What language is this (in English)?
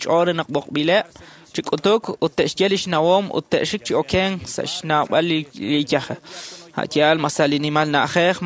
Kekchí